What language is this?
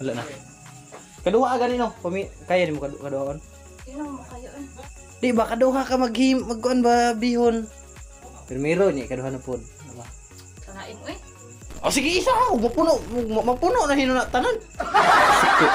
Cebuano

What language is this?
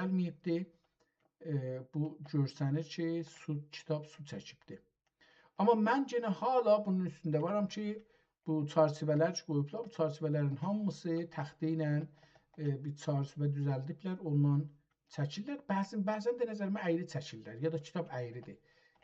South Azerbaijani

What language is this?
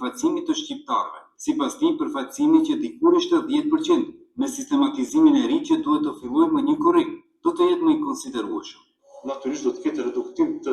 Albanian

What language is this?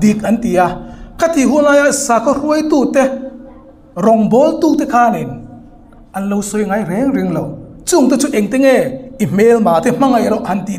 Hmar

